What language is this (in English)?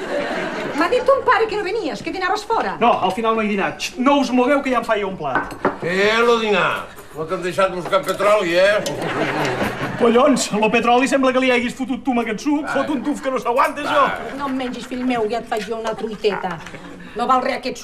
Catalan